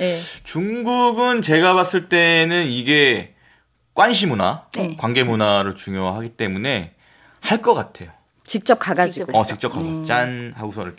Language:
Korean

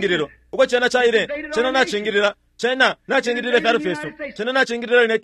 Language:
Bemba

